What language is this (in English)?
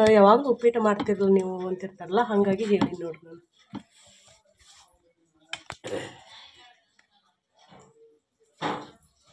Kannada